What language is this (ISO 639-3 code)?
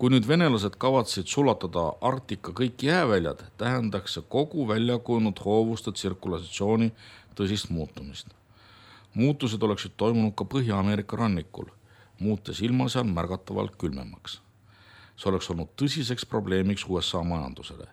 est